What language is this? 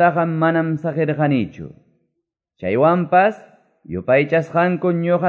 Quechua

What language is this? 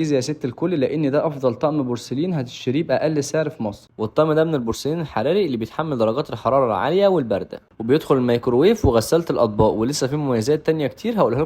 Egyptian Arabic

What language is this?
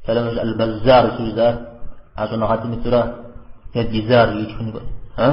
Kabardian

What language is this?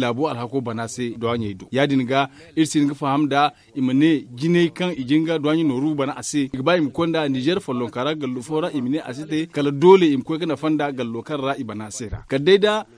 Zarma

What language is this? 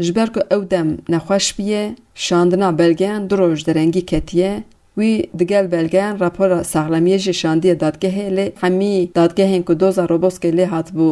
Kurdish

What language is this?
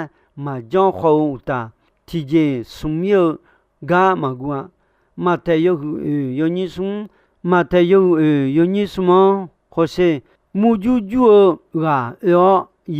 Akha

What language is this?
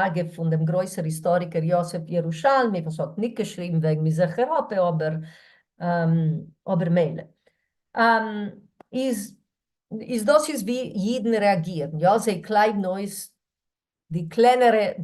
Yiddish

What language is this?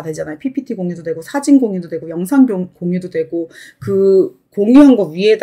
Korean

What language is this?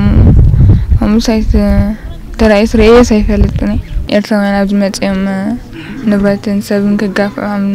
Tigrinya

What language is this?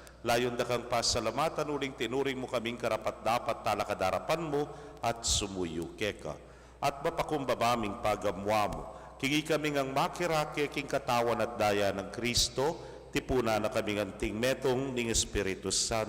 Pampanga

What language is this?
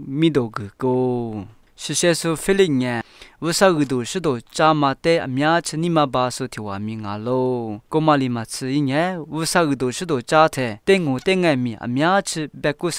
Lisu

